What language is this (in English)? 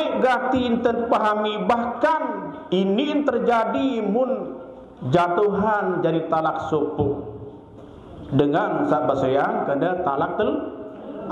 Sasak